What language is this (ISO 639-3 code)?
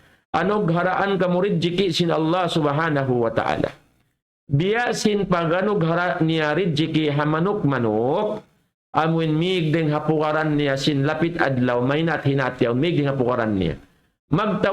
tsg